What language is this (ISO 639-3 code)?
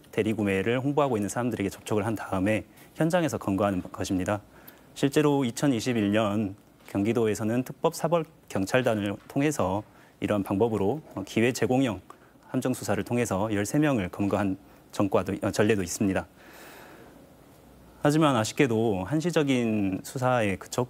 kor